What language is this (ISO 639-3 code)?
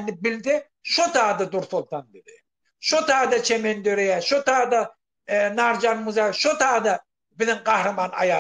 tuk